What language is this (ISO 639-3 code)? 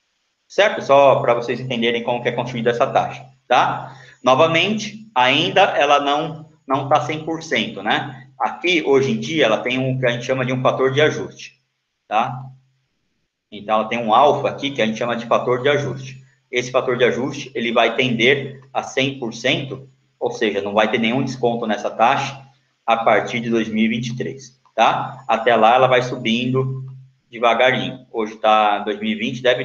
por